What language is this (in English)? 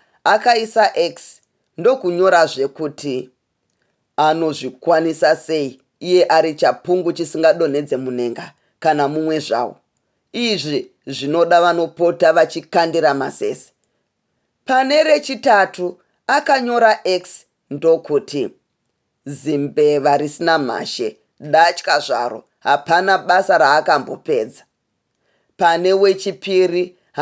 Shona